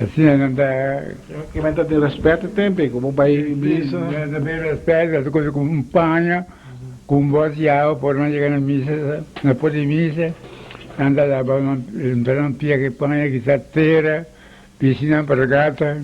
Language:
Papiamento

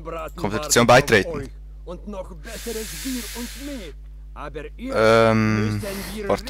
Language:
Swiss German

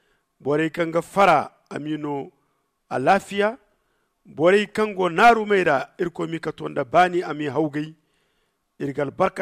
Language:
Zarma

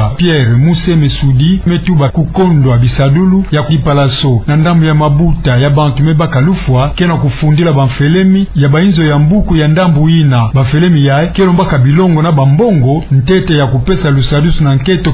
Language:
Kituba (Democratic Republic of Congo)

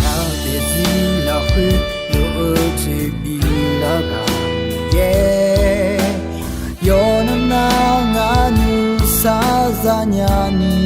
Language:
Akha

